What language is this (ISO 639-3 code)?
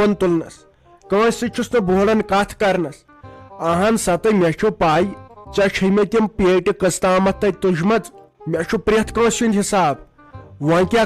kas